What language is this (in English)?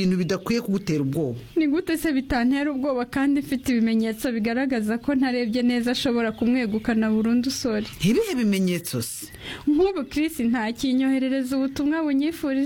Kinyarwanda